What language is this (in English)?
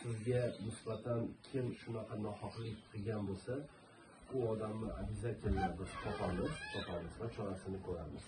Uzbek